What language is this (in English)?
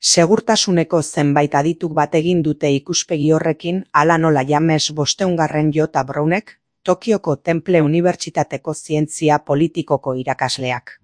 Basque